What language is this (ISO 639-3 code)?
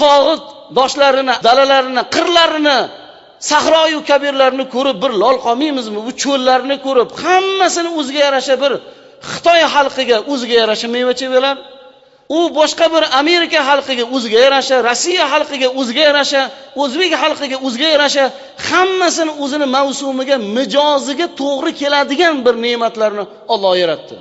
uzb